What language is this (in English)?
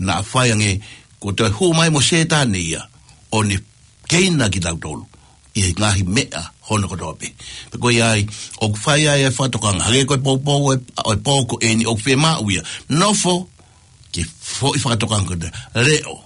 Tongan